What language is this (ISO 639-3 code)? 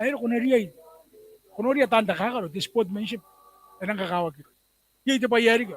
gil